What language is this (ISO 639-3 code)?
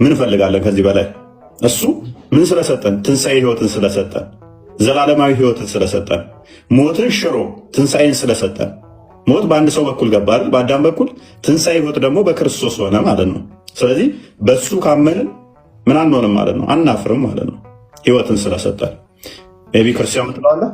amh